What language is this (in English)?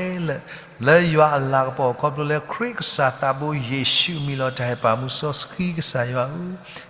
S'gaw Karen